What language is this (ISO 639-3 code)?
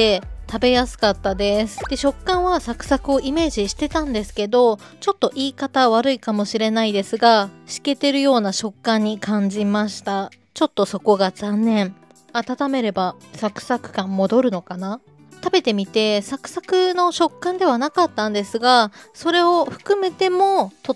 jpn